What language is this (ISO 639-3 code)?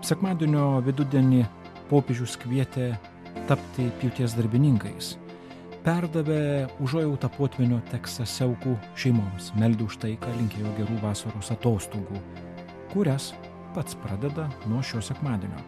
lit